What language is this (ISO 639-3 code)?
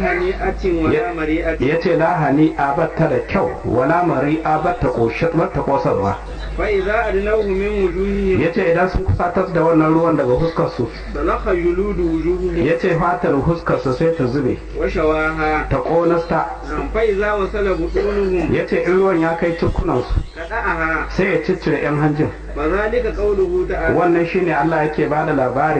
hau